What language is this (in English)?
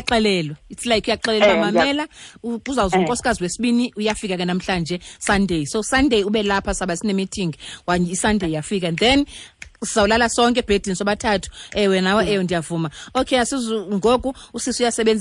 Xhosa